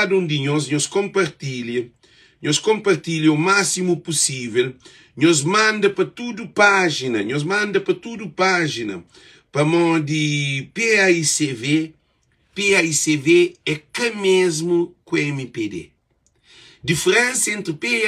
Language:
Kabuverdianu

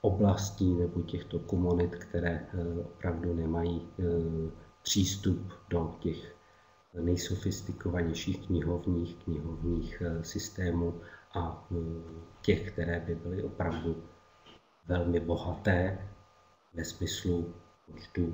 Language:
Czech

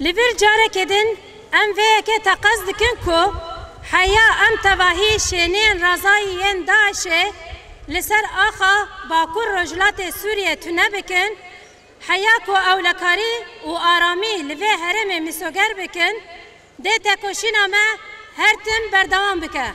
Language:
Kurdish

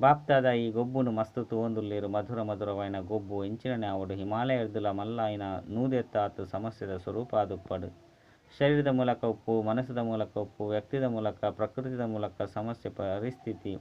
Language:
Tulu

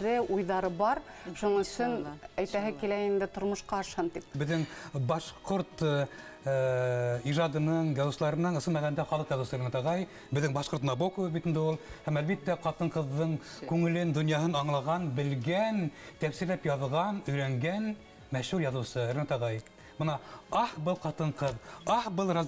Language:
Bashkir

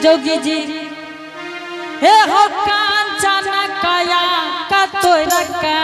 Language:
Angika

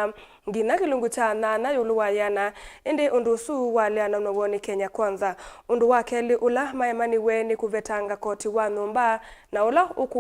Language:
Kamba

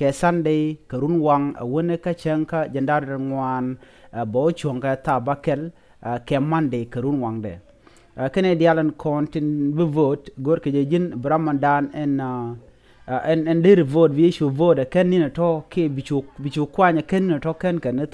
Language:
Nuer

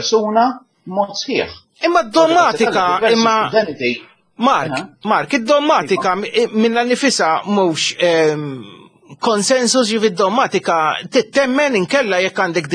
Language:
Maltese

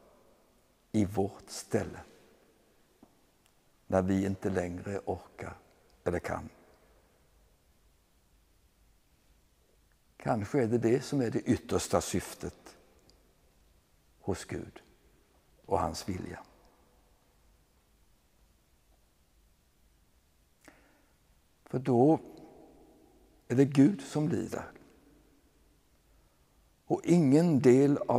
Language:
Swedish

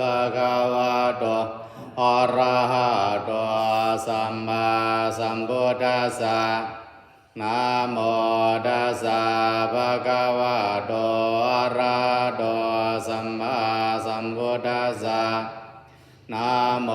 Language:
Pali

